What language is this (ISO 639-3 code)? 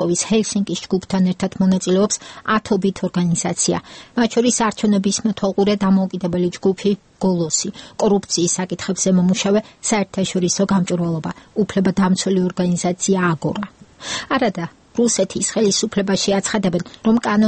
kat